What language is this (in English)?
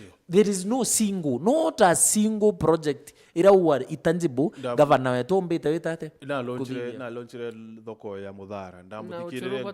Meru